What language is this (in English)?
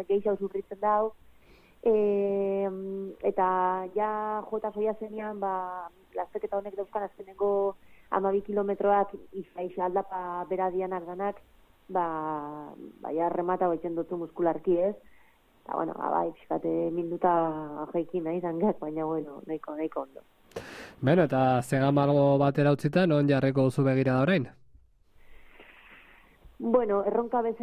Basque